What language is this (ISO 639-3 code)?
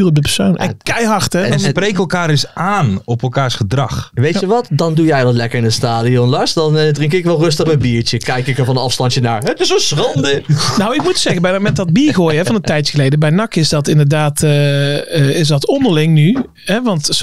nld